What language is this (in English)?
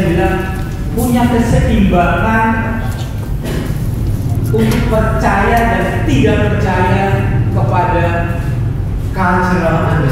Indonesian